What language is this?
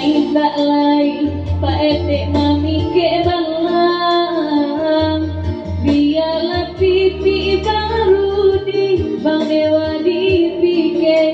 Minangkabau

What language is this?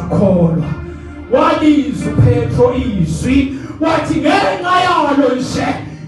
Zulu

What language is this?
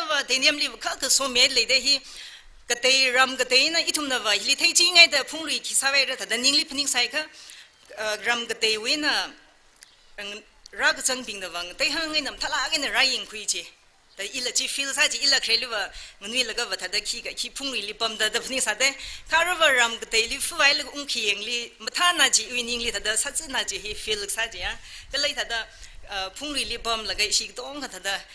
Tangkhul Naga (India)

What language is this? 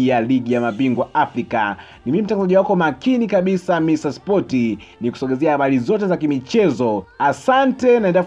Swahili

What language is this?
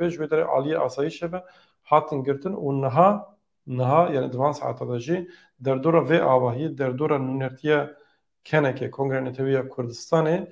Kurdish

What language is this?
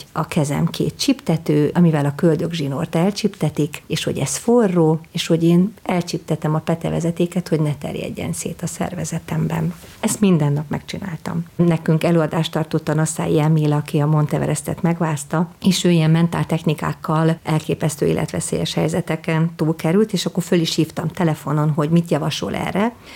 Hungarian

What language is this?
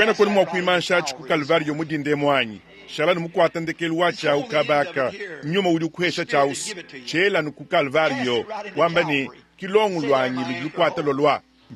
Luba-Lulua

